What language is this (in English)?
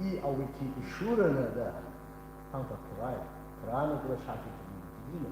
Tangkhul Naga (India)